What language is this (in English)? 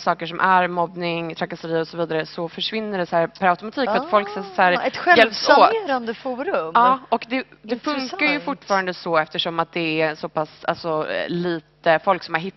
Swedish